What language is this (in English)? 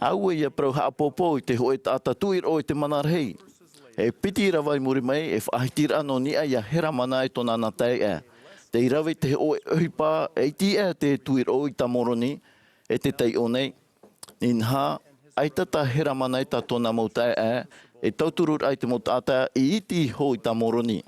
Tahitian